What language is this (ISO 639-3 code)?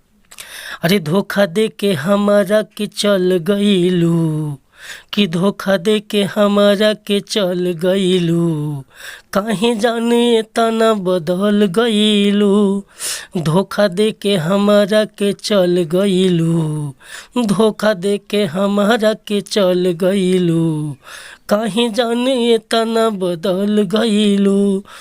bho